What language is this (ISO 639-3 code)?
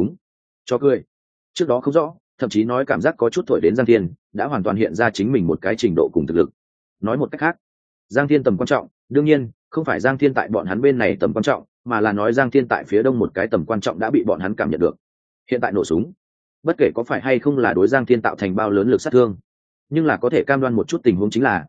vie